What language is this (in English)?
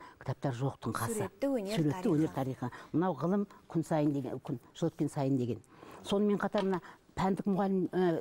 Kazakh